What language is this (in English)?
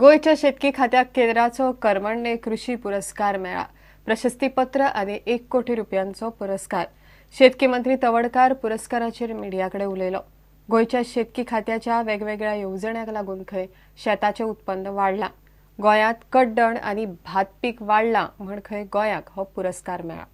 Konkani